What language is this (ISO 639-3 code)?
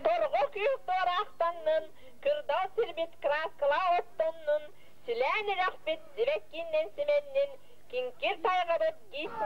sah